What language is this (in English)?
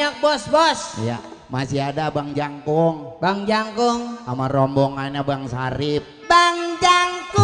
Betawi